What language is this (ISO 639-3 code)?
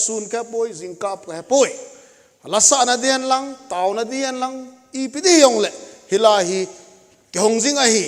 tcz